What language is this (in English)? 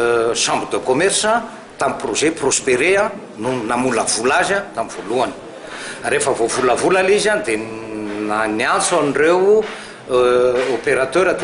Malagasy